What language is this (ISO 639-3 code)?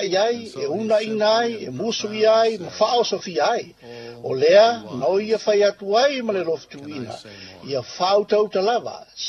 smo